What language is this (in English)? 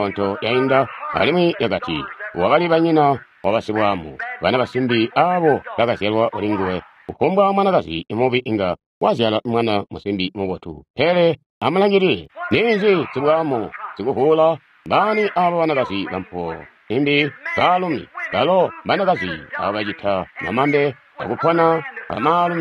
Tonga (Zambia)